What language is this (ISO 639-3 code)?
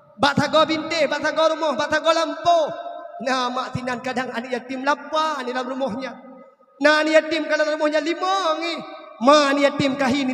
ace